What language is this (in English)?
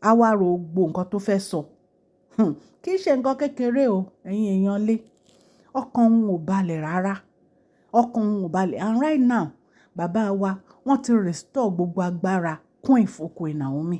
Yoruba